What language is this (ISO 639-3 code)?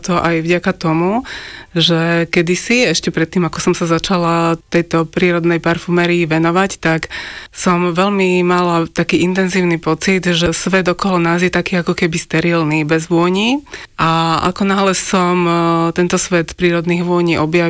slk